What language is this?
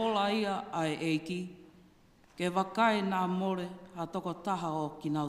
Tongan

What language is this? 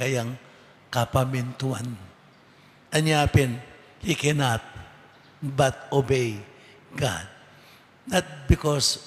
Pampanga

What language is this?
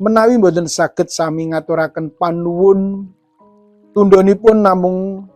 Javanese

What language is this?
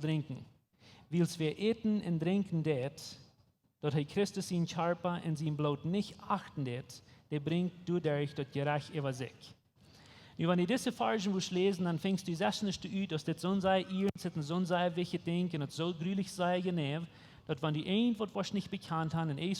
Plautdietsch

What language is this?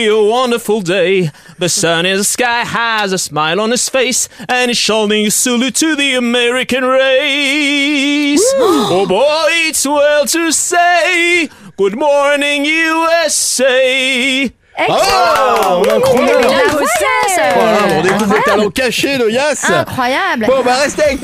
French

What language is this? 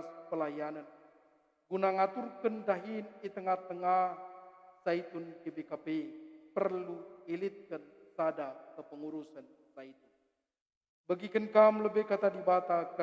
Batak Karo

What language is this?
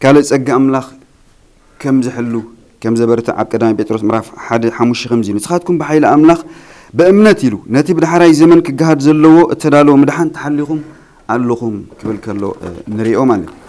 Tigrinya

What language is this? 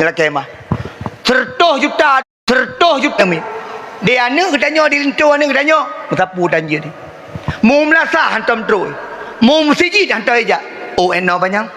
Achinese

